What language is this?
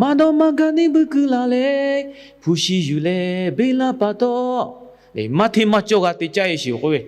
Lahu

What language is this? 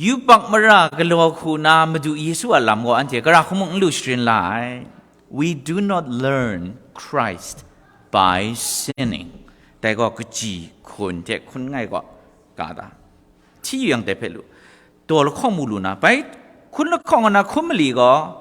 Kachin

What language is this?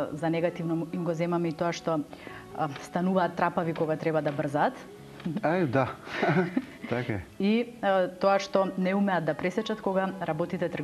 Macedonian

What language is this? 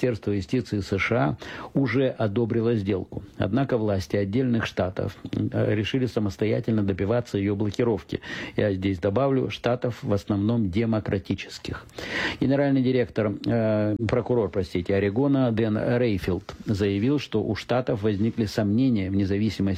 Russian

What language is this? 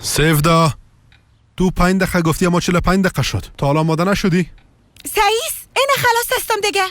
Persian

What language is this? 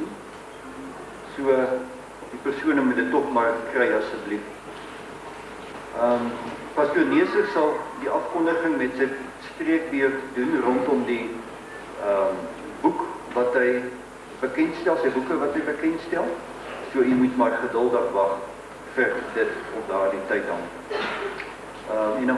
Afrikaans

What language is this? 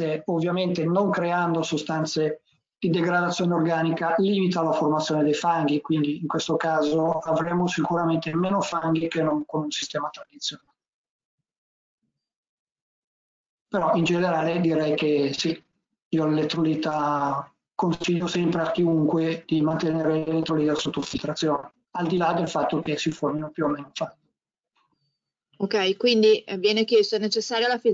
Italian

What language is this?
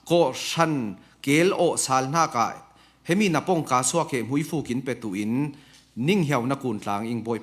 Falam Chin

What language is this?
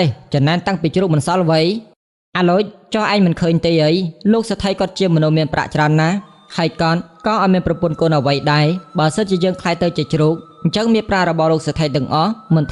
Khmer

